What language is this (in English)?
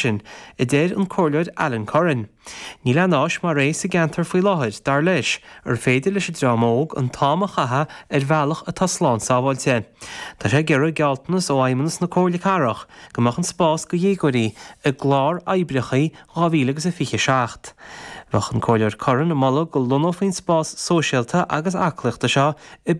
Irish